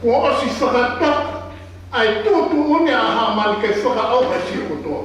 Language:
Tongan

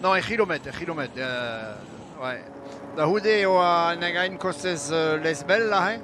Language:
Breton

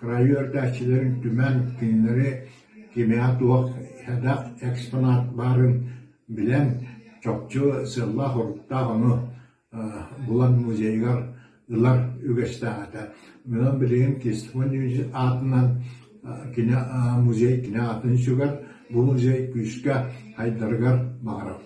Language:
Yakut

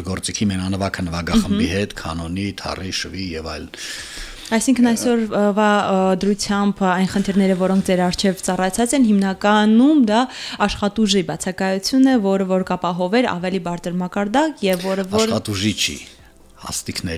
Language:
Armenian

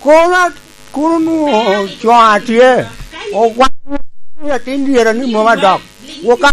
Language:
Lango (Uganda)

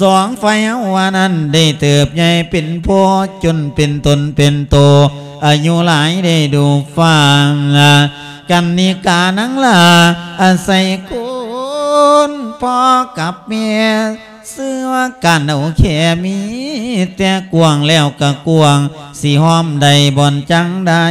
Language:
Lao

